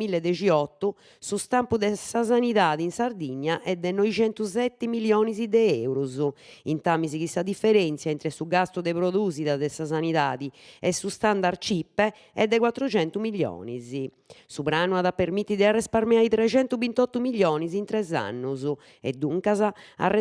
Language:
Sardinian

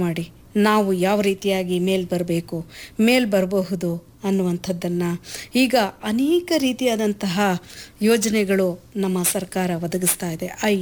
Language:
Kannada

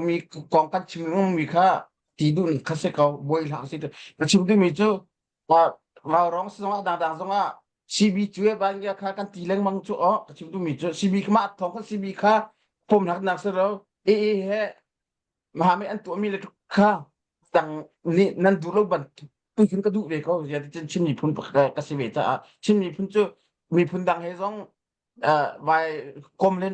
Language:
Hakha Chin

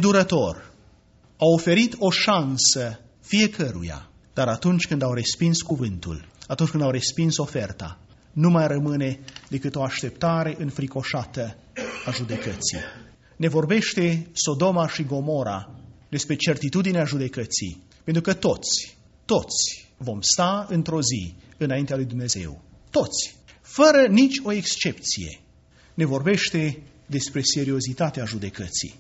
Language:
Romanian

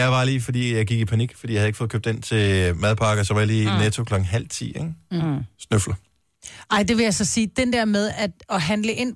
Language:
Danish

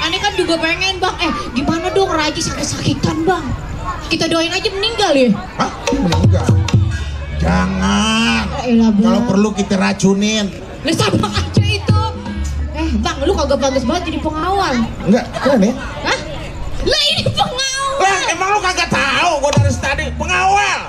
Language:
Betawi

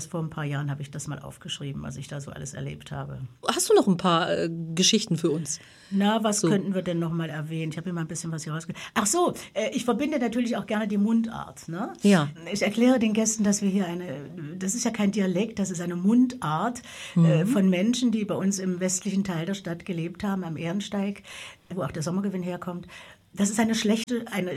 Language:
German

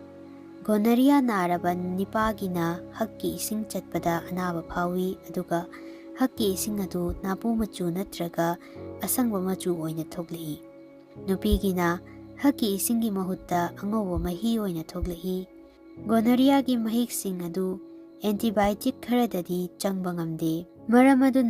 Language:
Manipuri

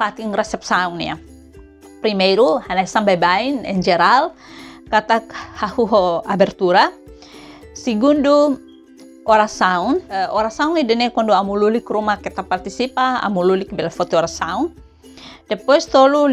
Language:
Tetum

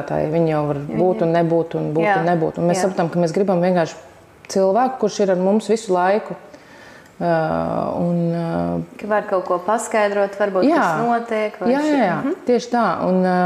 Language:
Latvian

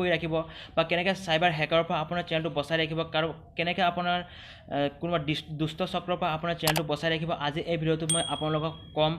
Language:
Assamese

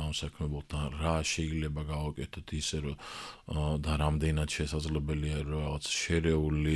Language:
Georgian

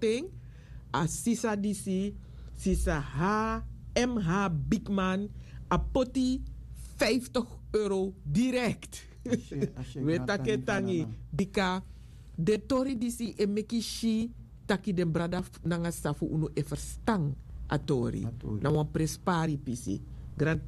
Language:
Sranan Tongo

